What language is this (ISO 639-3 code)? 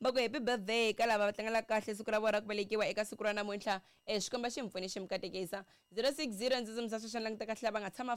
tso